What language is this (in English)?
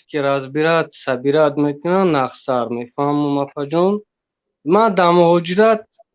Tajik